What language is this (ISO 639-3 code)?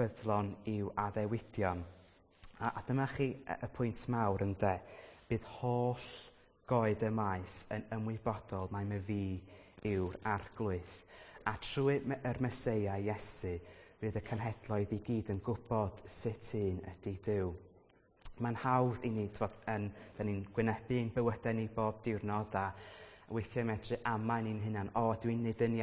cym